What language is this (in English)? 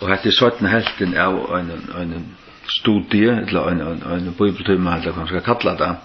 Faroese